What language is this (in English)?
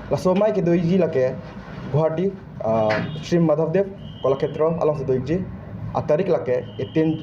Karbi